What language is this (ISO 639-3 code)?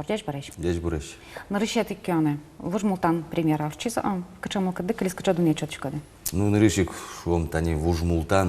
udm